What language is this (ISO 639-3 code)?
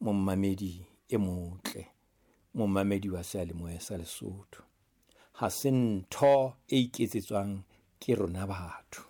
sot